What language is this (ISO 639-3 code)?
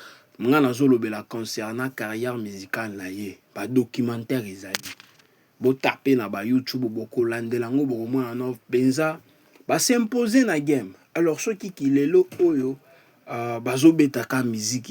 lin